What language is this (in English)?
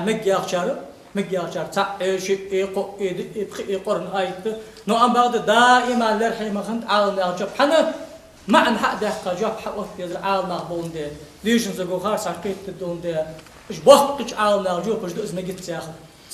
Ingush